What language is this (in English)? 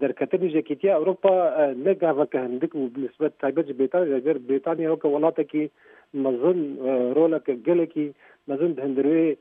Kurdish